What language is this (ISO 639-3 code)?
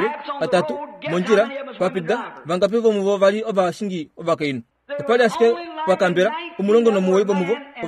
kua